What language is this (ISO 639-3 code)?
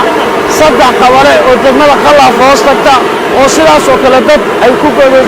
som